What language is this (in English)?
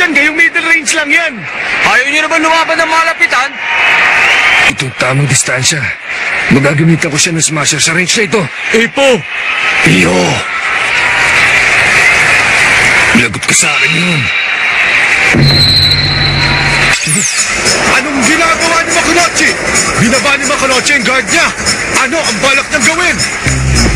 Filipino